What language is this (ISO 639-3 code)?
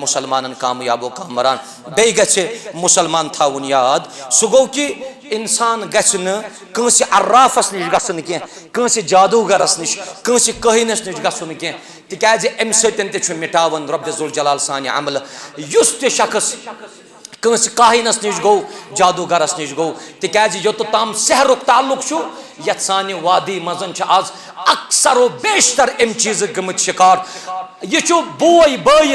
kas